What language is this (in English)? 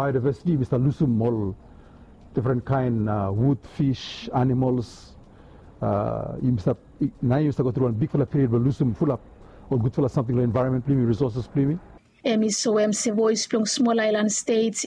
Bislama